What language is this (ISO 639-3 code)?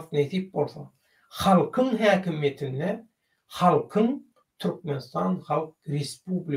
tuk